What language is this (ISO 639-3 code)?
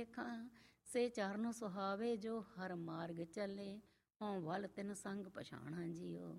pan